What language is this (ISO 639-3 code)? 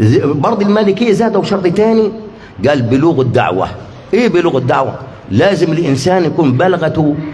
arz